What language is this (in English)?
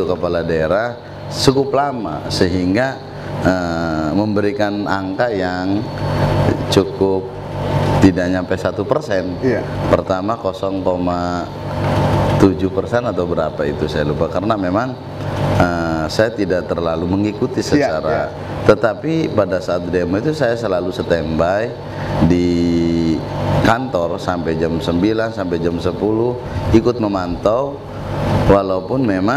Indonesian